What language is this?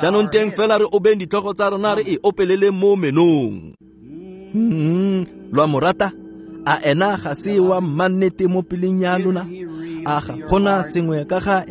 Tswana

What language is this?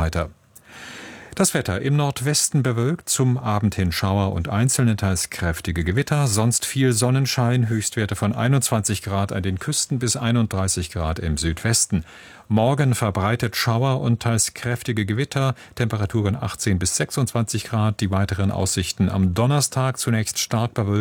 German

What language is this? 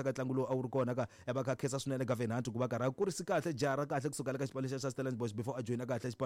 Tsonga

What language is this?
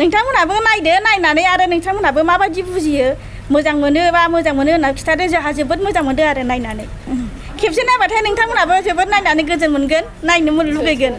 Bodo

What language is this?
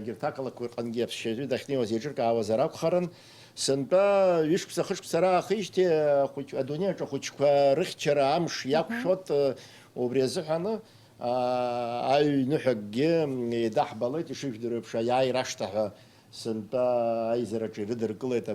Abkhazian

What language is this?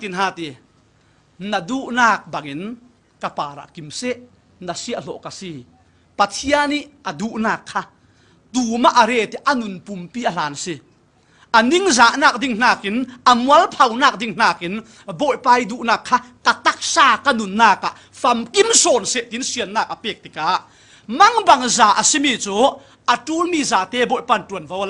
Falam Chin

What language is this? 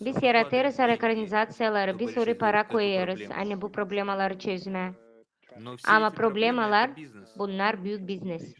Gagauz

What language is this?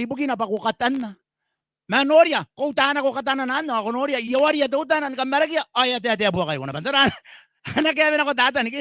Gilbertese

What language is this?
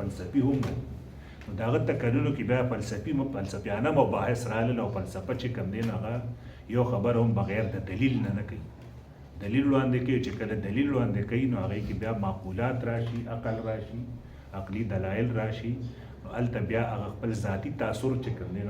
Pashto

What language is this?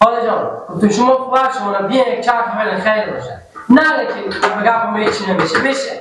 Persian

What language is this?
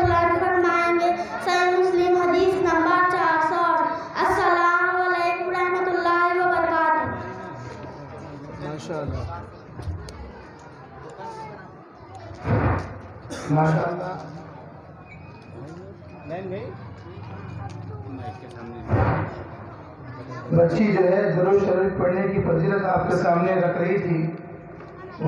Urdu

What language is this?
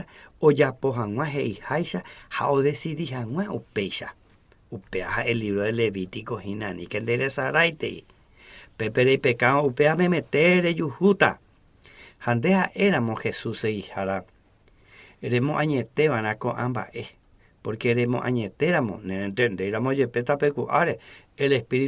Guarani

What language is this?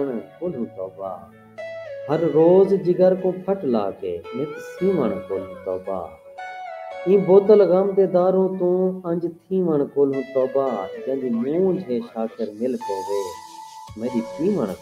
Saraiki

